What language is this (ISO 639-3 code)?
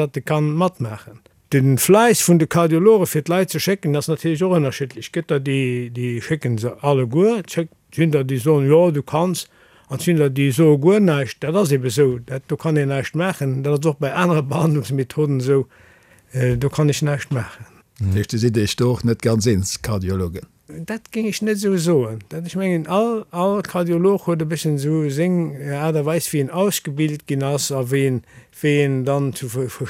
ltz